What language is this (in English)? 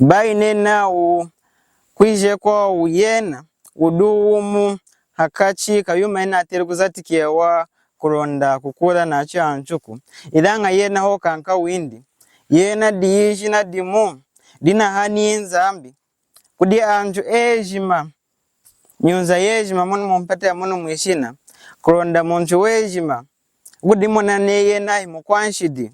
Lunda